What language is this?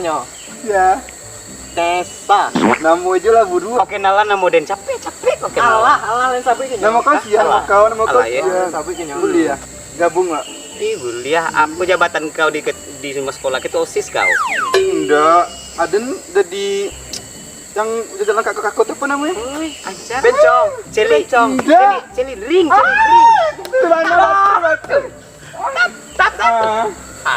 Minangkabau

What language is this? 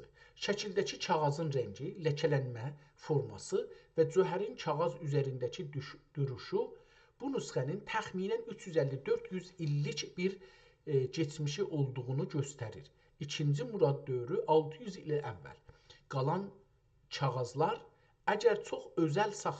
South Azerbaijani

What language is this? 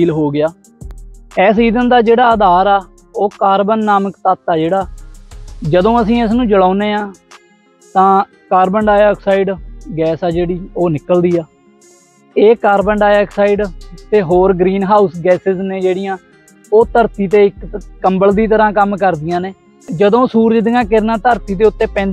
Punjabi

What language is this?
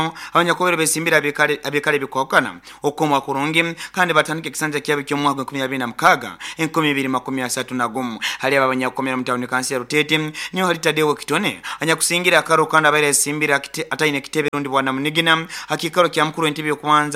Nyoro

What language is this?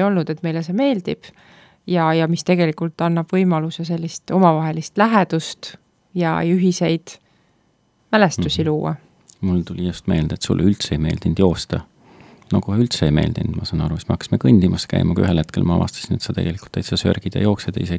Estonian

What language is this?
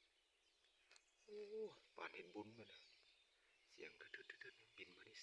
Lao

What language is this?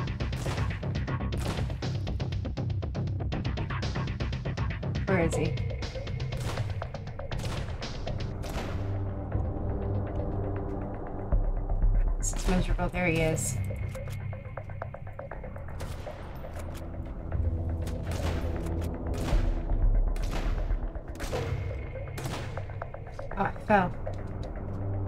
English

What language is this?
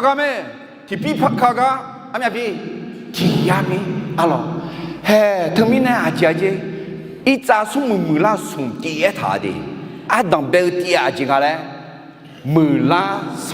Akha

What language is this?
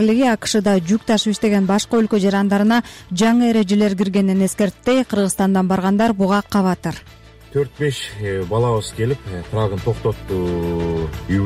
Kyrgyz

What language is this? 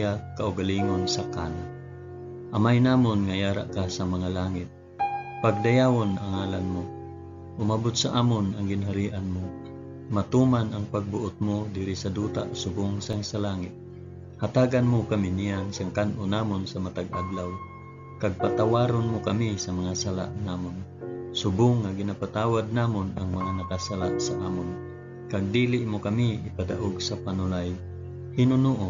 Hiligaynon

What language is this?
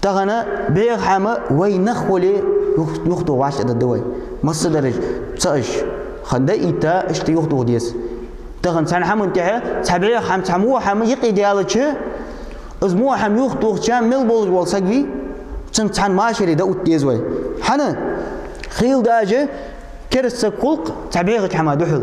Ingush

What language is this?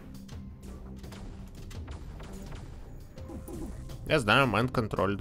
Russian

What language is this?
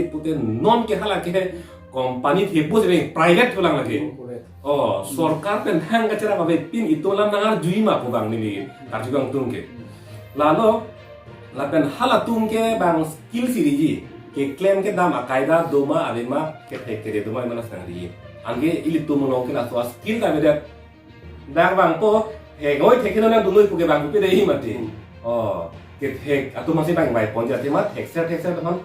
Karbi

